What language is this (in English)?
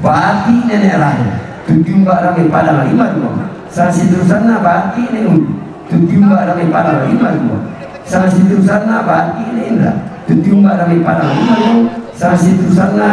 Toraja-Sa'dan